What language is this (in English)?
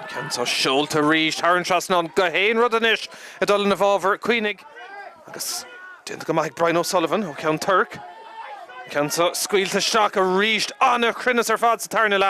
Irish